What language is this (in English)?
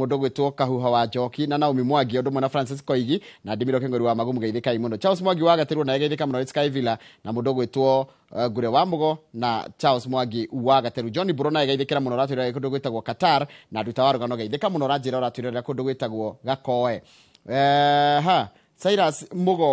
Kikuyu